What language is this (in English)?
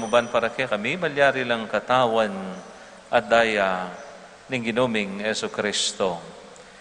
Pampanga